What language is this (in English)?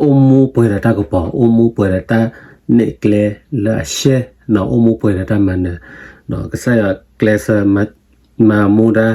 S'gaw Karen